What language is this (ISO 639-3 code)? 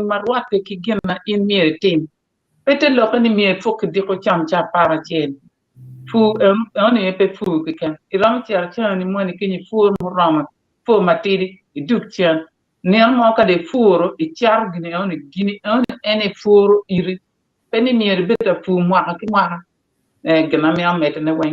ach